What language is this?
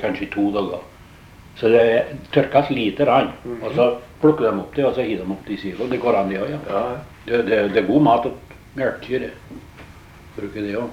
Norwegian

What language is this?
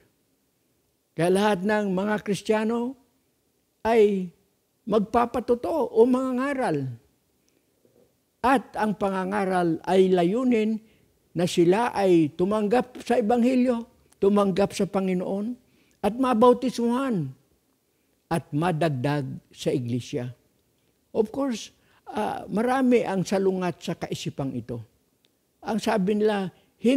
Filipino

